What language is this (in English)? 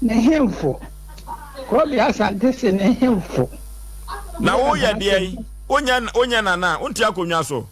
Akan